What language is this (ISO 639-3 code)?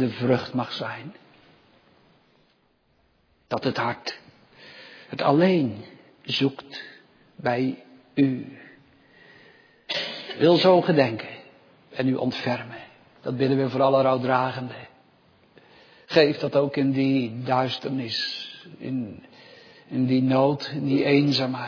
nld